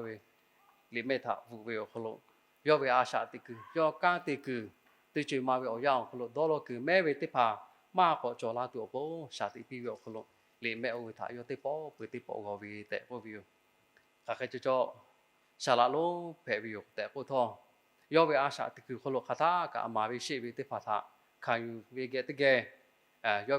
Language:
Lahu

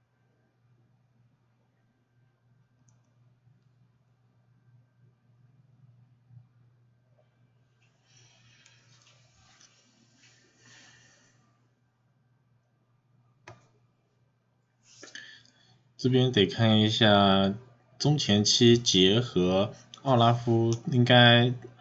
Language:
Chinese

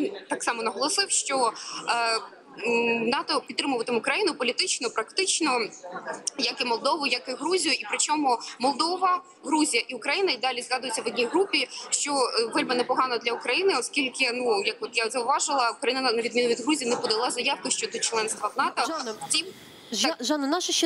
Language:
Ukrainian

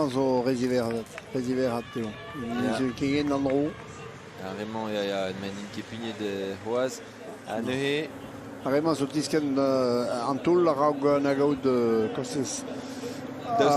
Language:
Breton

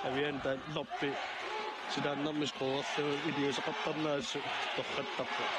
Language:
Kalaallisut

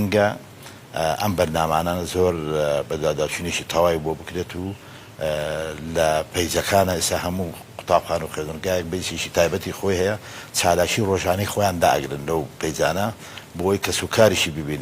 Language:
Central Kurdish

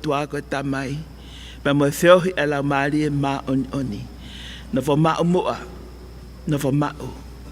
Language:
Tongan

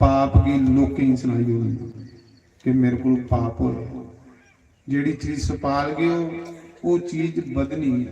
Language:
Dogri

